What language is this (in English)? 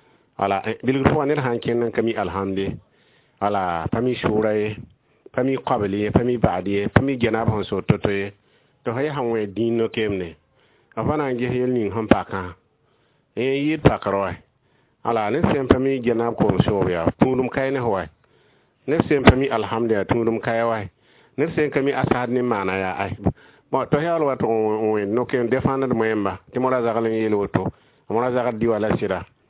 Mossi